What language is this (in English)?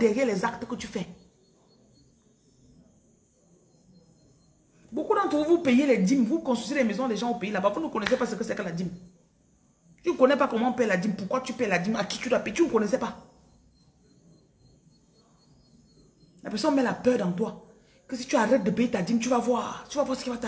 French